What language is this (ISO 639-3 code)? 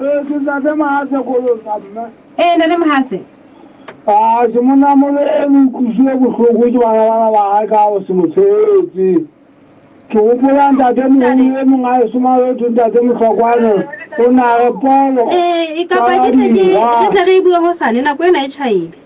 sot